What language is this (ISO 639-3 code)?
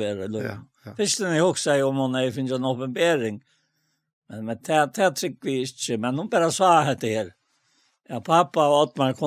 fao